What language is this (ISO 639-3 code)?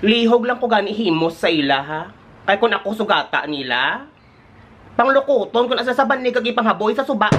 hil